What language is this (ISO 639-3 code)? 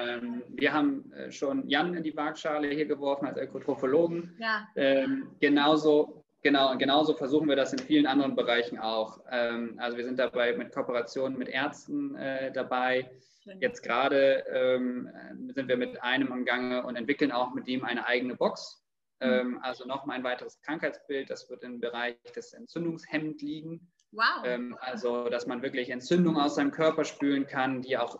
deu